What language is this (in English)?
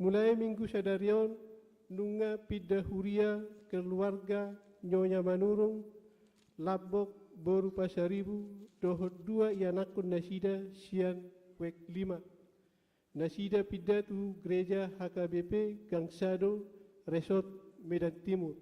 Batak Toba